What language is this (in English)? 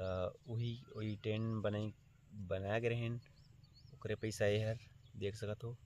Chhattisgarhi